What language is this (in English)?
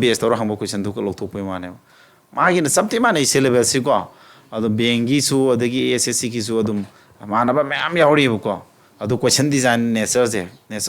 Manipuri